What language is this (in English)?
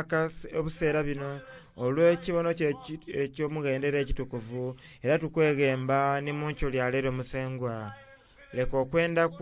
Soga